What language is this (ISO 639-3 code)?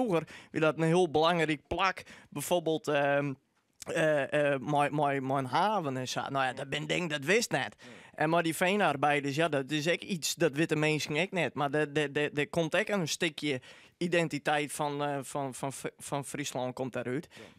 fry